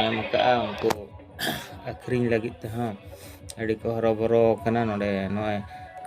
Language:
Santali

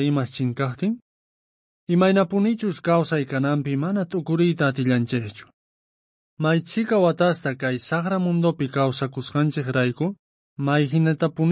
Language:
South Bolivian Quechua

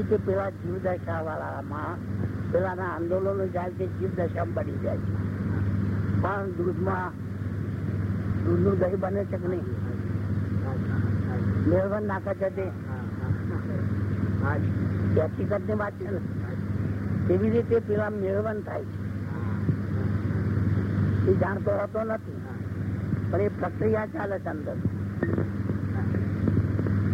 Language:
Gujarati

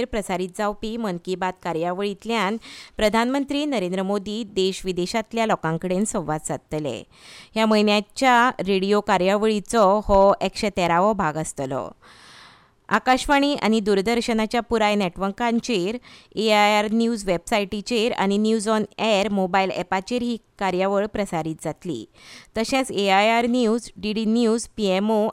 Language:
Konkani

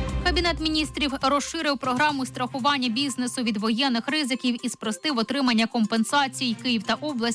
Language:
Ukrainian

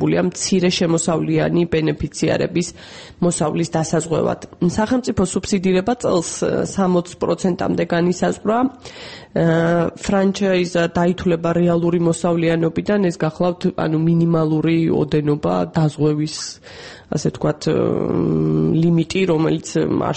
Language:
Georgian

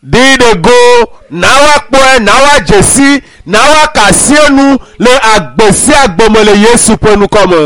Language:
Ewe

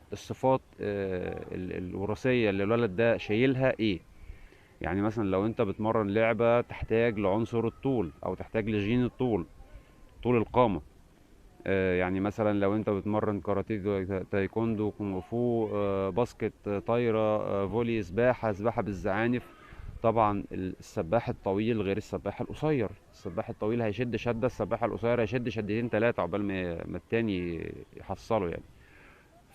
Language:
Egyptian Arabic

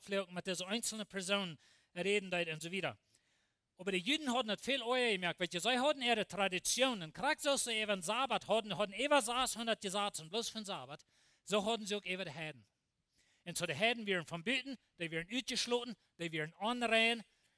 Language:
Plautdietsch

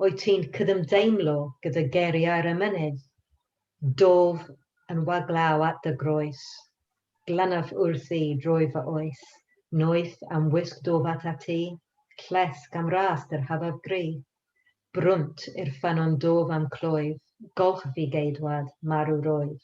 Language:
Welsh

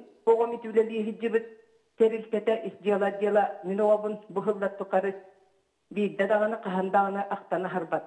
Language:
Yakut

